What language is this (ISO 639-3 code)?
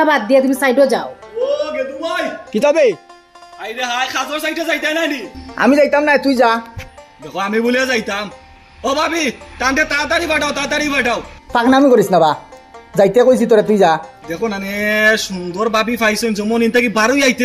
syl